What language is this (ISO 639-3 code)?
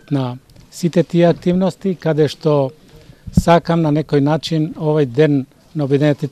mkd